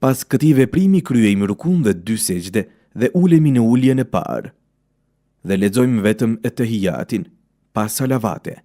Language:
Albanian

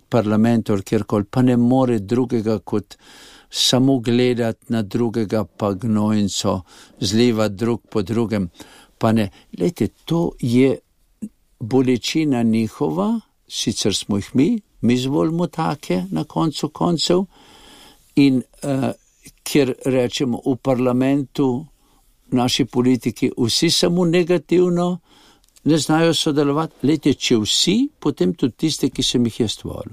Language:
Slovenian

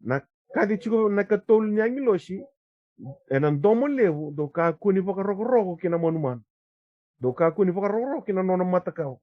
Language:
Fijian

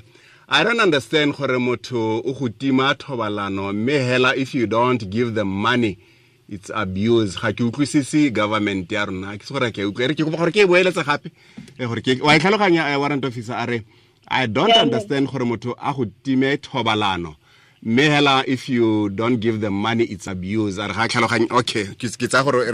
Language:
Tswana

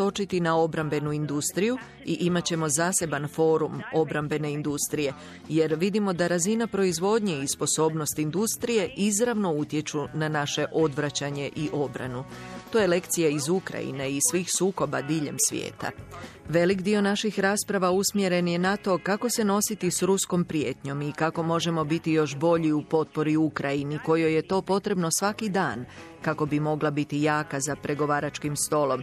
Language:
Croatian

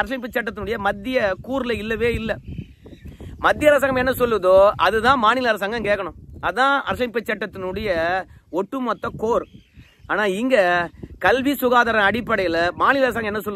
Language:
Tamil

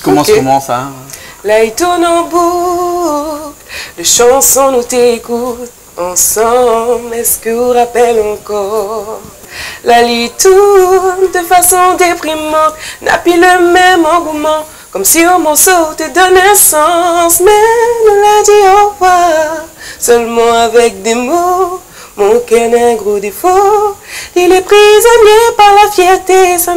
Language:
Réunion Creole French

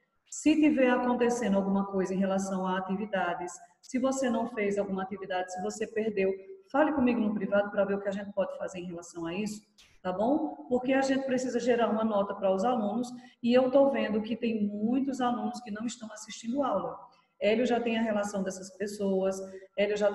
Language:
Portuguese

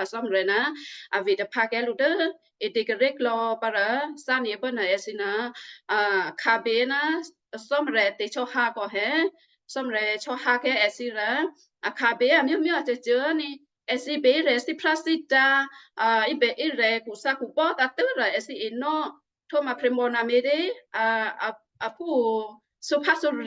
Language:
Western Kayah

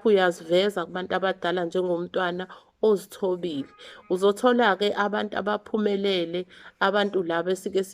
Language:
Zulu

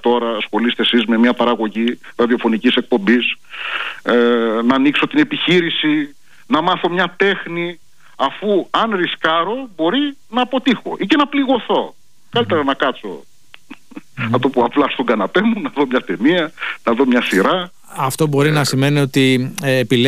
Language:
Greek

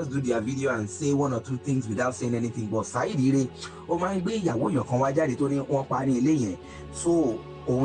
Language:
Yoruba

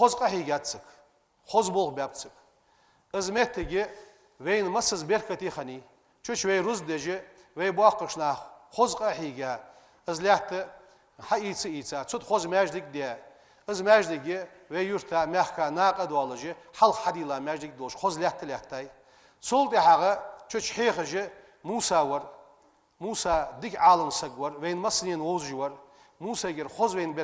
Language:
Ingush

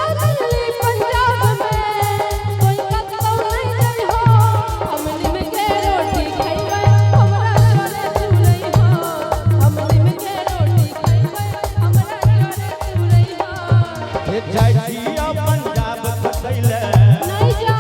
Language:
Maithili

